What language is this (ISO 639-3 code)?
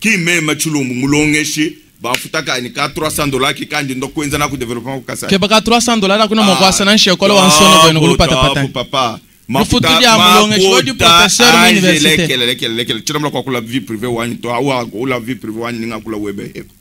lua